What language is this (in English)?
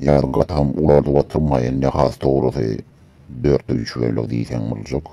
Turkmen